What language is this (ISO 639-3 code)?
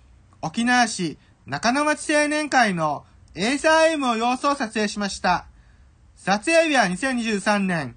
jpn